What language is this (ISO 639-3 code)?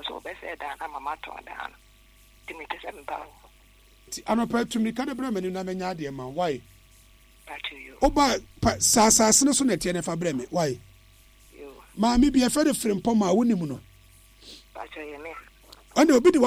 aka